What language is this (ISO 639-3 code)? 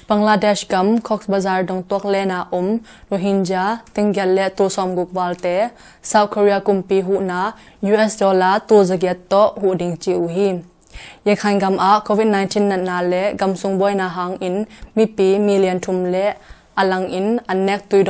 ctd